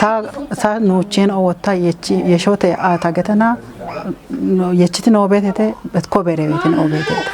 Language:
Kafa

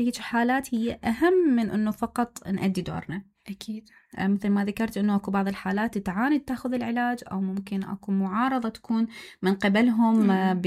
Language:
Mesopotamian Arabic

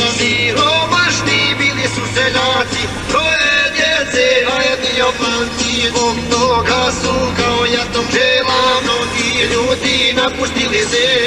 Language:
Croatian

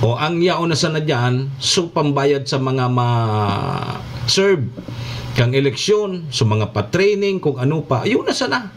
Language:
Bikol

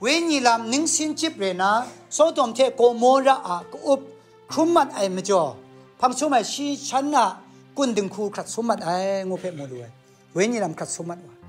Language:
Kachin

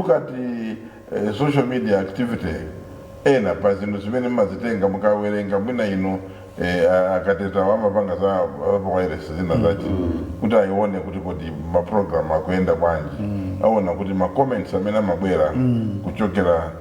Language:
Nyanja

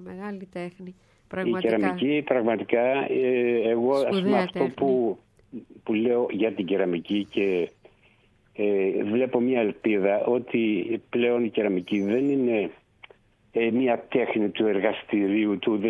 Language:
Greek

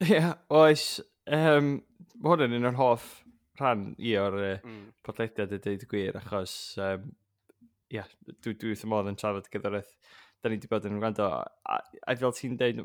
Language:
Welsh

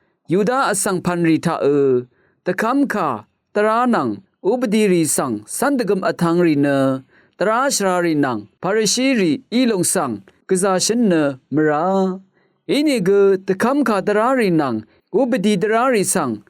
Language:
Rawang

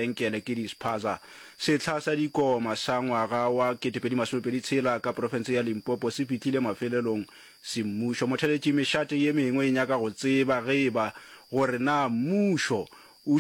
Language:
Northern Sotho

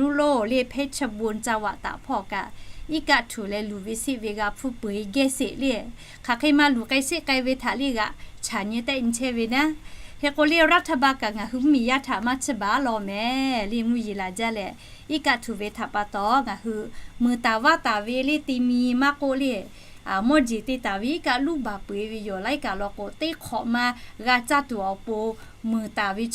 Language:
Lahu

